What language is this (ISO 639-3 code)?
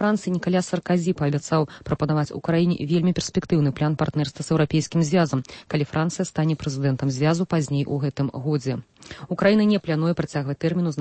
bel